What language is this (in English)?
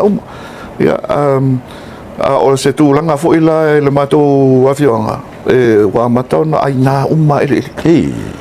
Samoan